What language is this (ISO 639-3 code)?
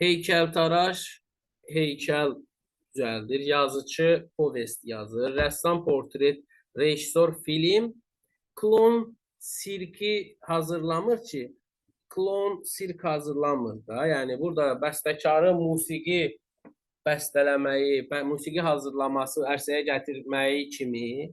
aze